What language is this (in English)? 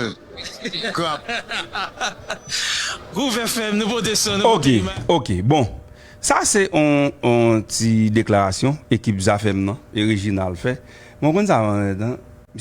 Haitian Creole